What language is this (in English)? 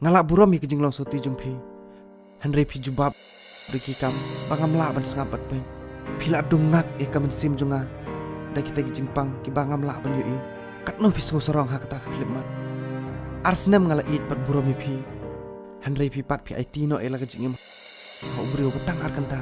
Khasi